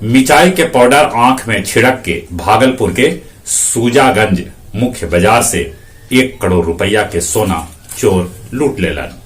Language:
Magahi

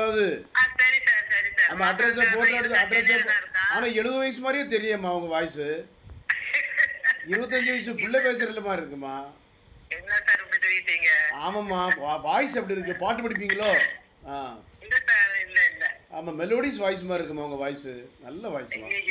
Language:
Tamil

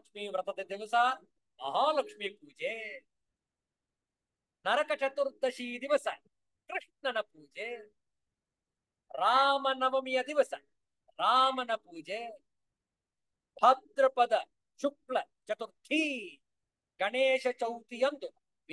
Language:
Kannada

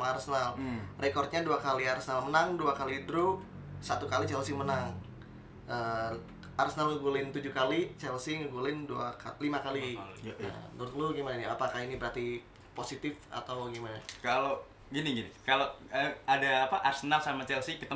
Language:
Indonesian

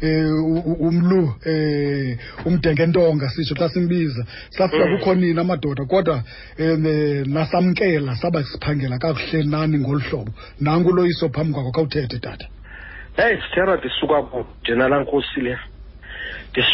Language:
Xhosa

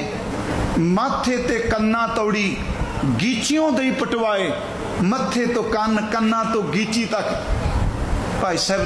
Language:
Punjabi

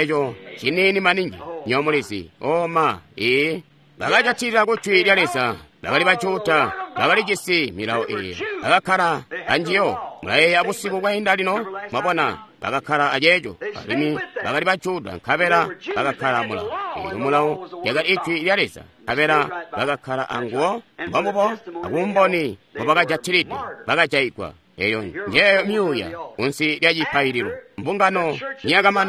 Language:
Tonga (Zambia)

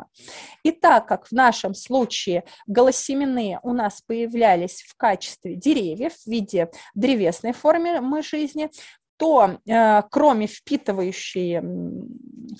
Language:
Russian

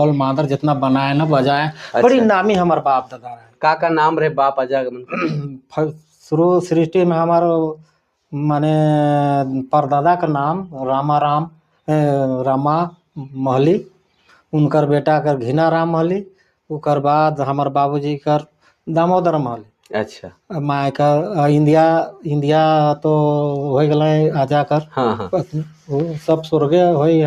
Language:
Sadri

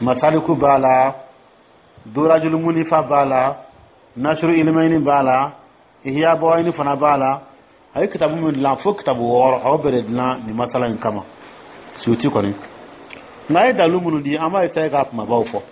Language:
Dyula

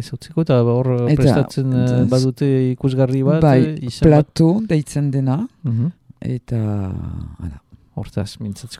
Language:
Basque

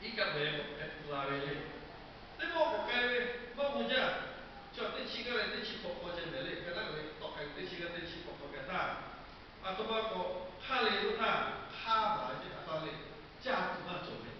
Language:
Lahu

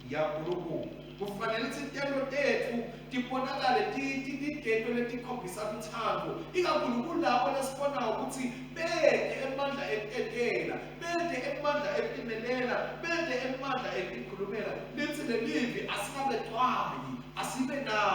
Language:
Swati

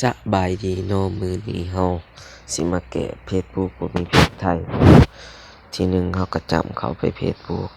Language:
Lao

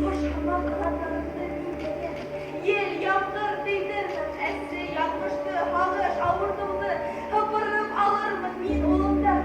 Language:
Bashkir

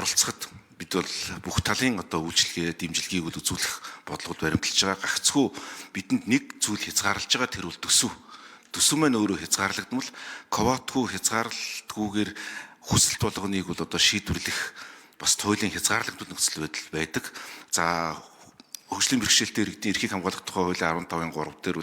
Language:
Mongolian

